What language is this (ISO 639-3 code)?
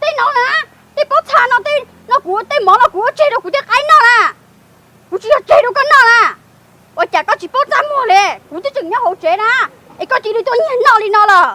hmn